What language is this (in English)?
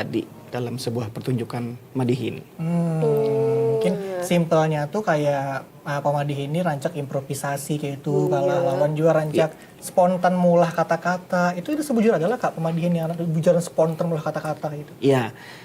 Banjar